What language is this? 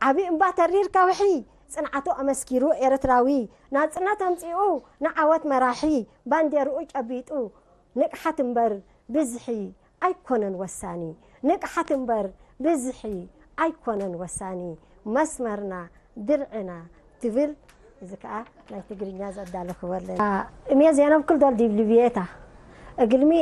Tigre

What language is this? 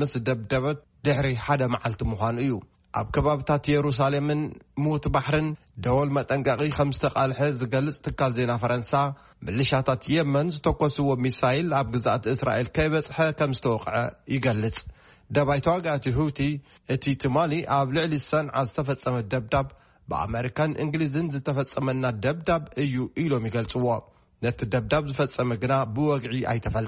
Tigrinya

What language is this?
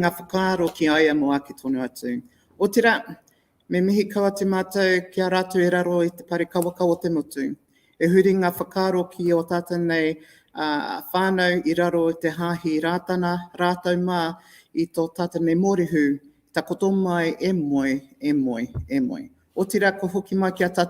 Māori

